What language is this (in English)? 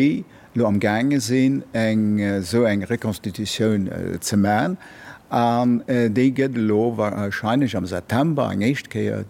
Luxembourgish